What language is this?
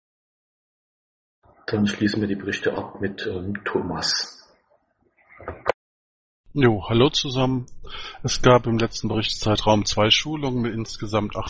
German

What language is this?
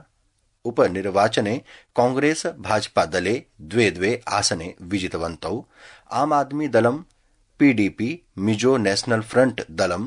Sanskrit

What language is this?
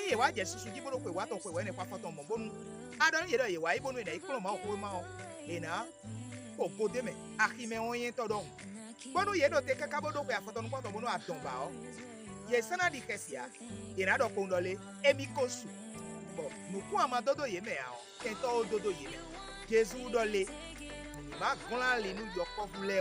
Fon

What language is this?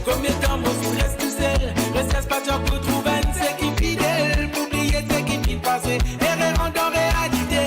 Morisyen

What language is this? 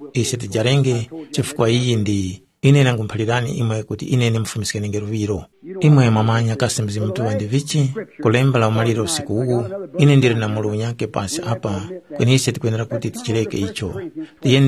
Tumbuka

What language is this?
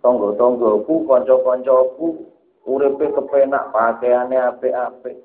Javanese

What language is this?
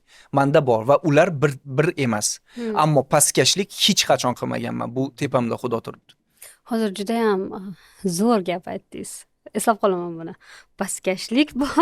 Uzbek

